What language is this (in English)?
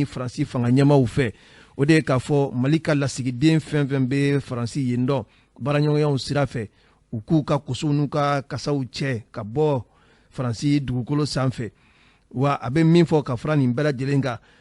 Bambara